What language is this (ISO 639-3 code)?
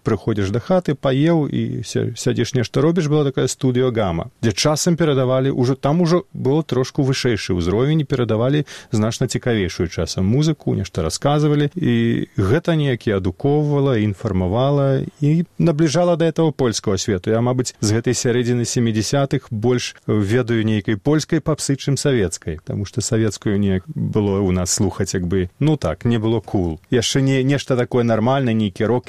bel